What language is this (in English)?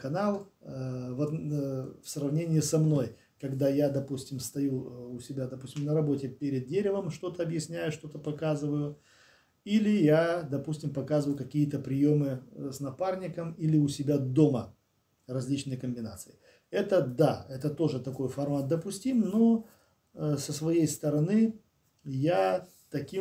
Russian